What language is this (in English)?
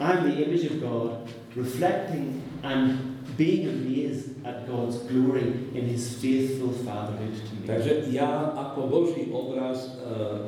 Slovak